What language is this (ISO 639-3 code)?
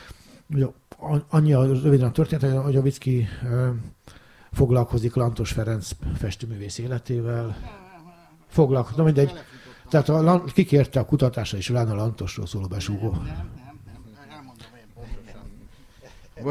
hun